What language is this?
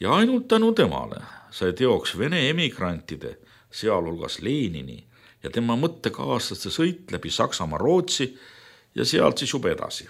Estonian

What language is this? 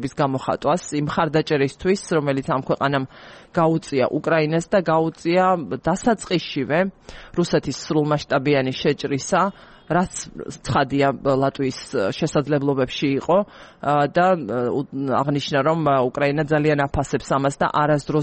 Georgian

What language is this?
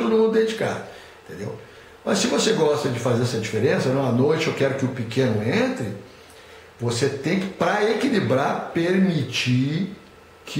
Portuguese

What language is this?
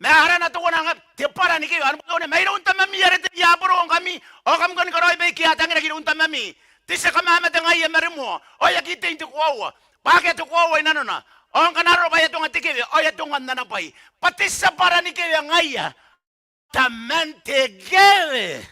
Gilbertese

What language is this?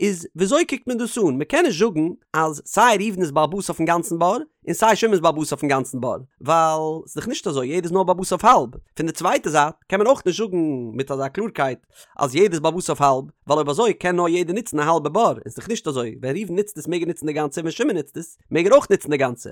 Yiddish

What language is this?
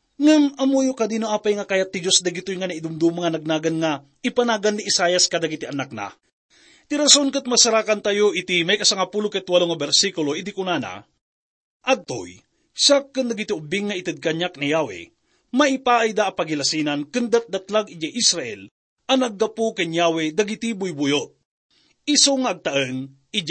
Iloko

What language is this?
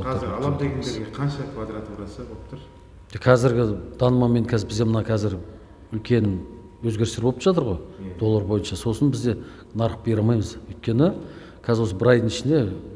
Kazakh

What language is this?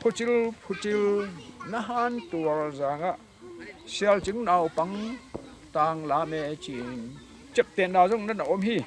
Tedim Chin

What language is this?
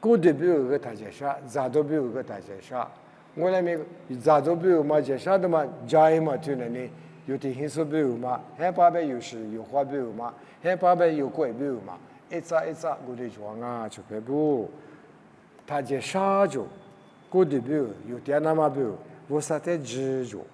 Lisu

